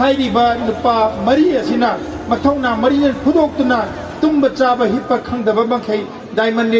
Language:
Manipuri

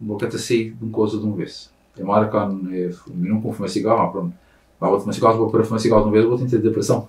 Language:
Kabuverdianu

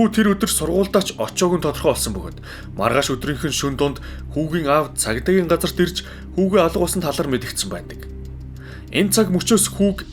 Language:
Mongolian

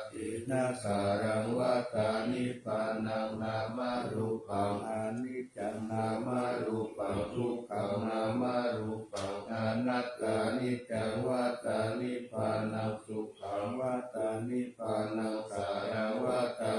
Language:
Pali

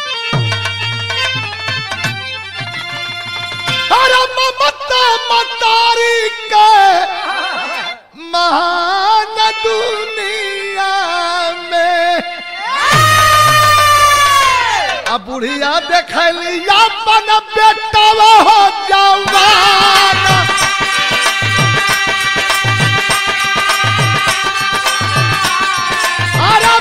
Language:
Bhojpuri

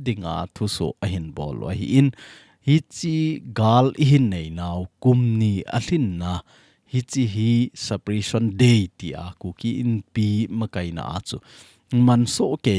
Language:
Thado Chin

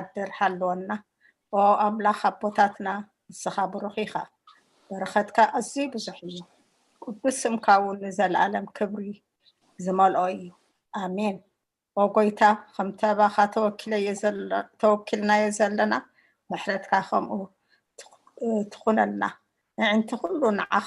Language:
Tigrinya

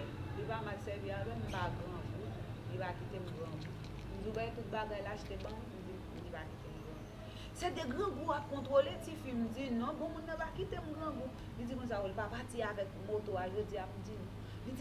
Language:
Haitian Creole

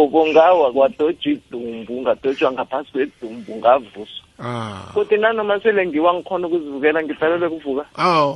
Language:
South Ndebele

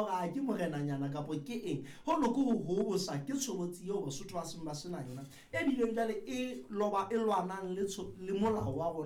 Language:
Southern Sotho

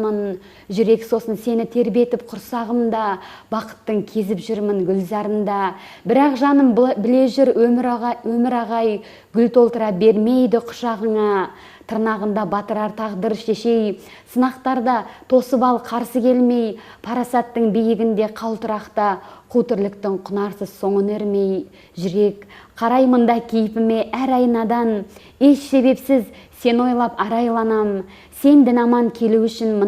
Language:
Kazakh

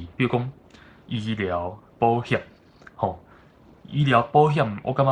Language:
Min Nan Chinese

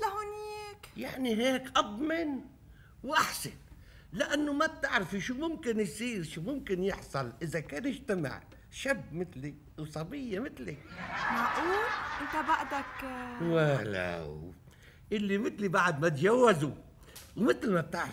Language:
North Levantine Arabic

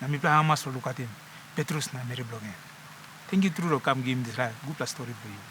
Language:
Tok Pisin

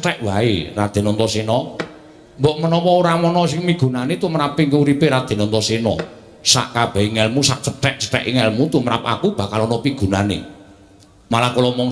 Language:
Javanese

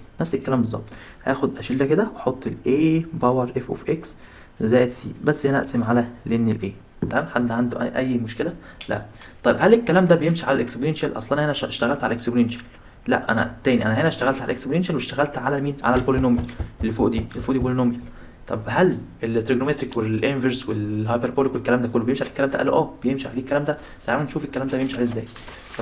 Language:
Egyptian Arabic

